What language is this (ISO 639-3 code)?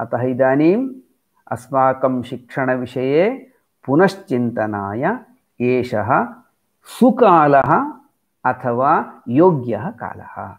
san